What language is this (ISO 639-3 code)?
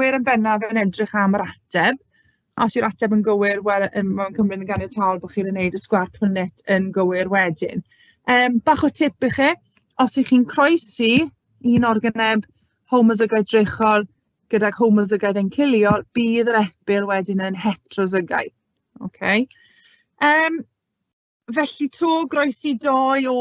cym